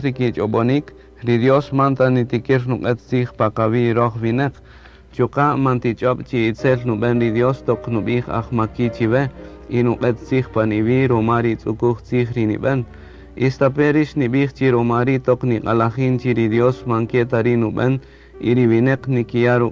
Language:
Kaqchikel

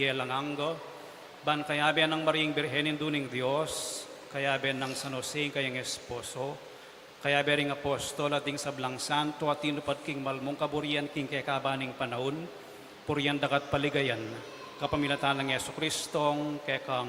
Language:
Pampanga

